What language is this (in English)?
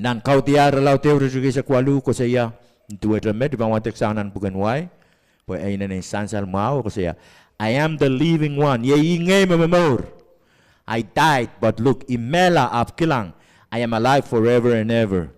Pohnpeian